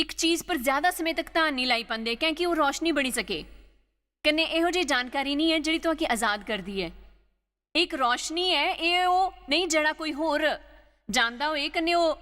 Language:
Dogri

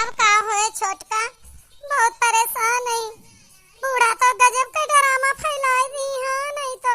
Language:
Awadhi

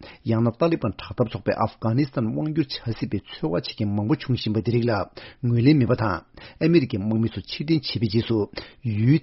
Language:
Tibetan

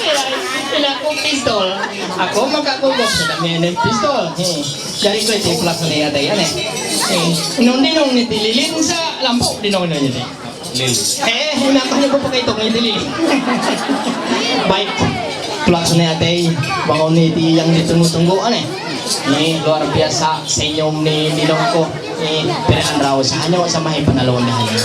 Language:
Ma'anyan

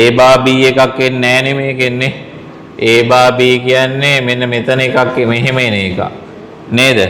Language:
Sinhala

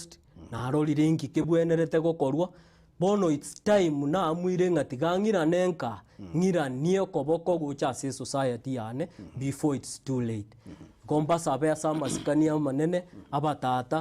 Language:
Gusii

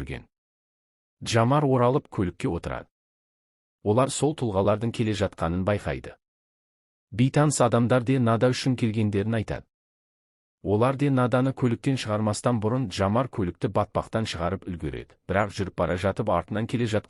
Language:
Kazakh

